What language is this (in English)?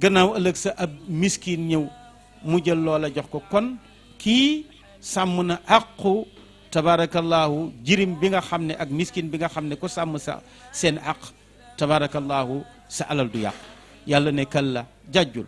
Wolof